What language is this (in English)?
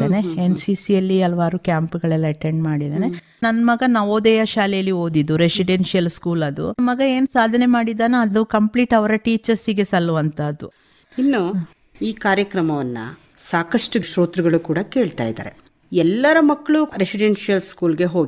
Kannada